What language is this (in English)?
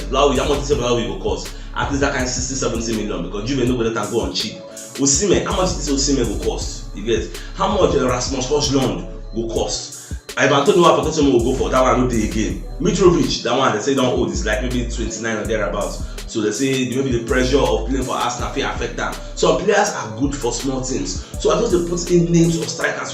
Nigerian Pidgin